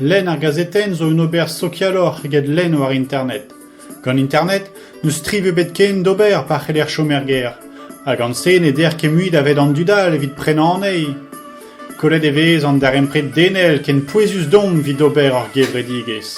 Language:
Breton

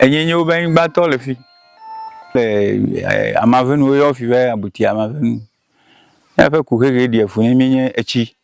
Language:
Ewe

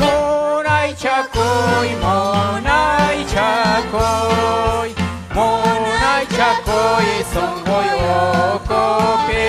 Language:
Ayacucho Quechua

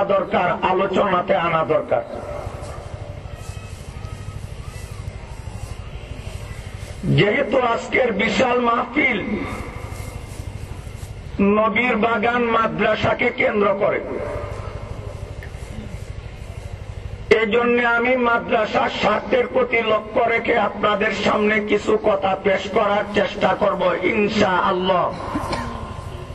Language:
Bangla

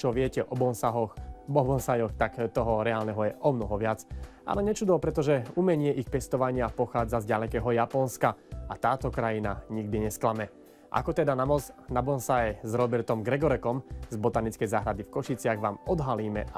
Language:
Slovak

